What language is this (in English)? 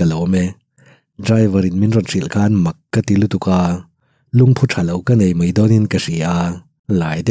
Mizo